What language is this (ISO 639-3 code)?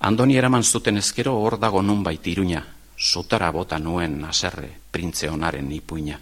eus